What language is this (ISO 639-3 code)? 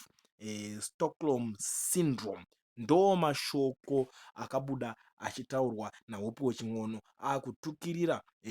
sna